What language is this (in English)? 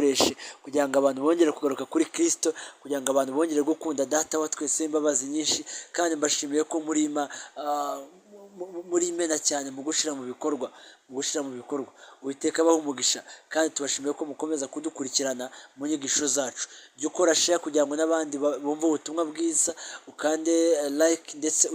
Kinyarwanda